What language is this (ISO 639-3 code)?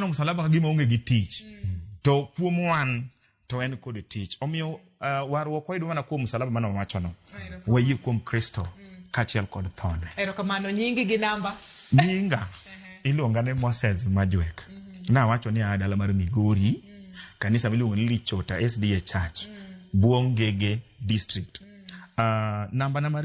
luo